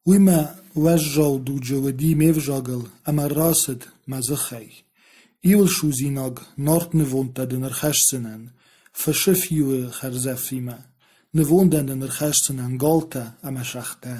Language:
Ossetic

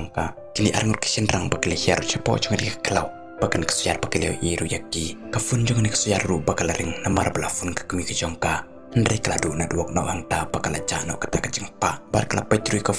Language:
Khasi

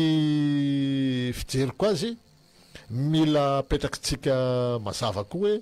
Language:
Malagasy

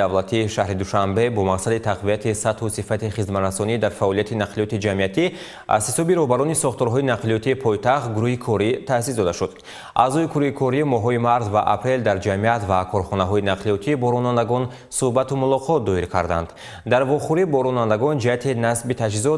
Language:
Tajik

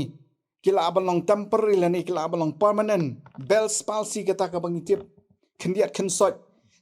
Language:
Khasi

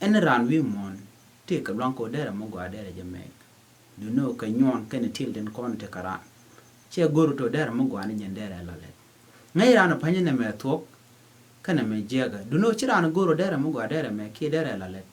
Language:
Nuer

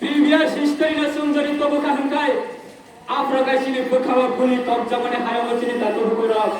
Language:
Riang (India)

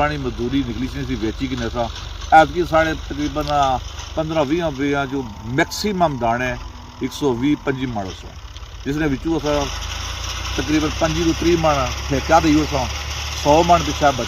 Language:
Pahari-Potwari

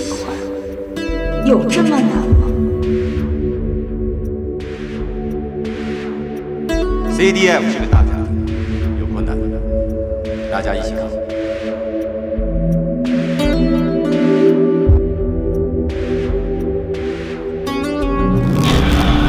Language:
Chinese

